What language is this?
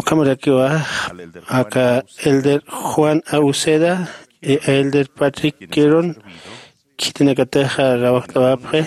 Aymara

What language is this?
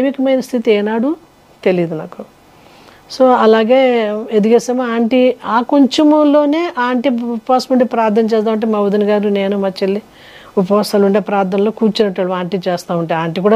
Telugu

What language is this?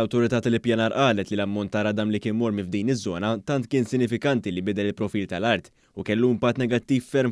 Maltese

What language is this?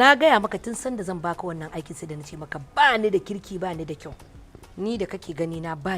Hausa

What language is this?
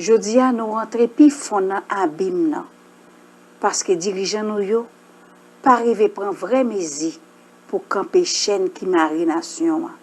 Haitian Creole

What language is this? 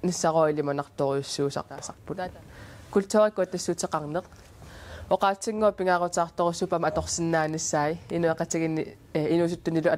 Kalaallisut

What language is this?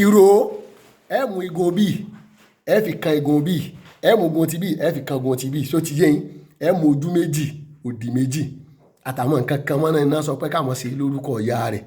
Yoruba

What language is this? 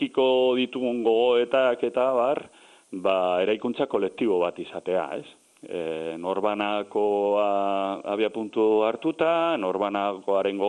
Basque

